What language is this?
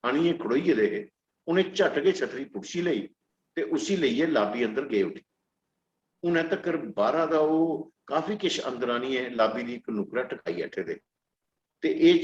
Dogri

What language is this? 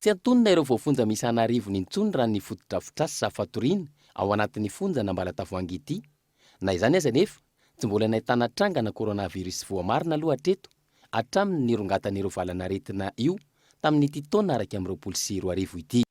Malagasy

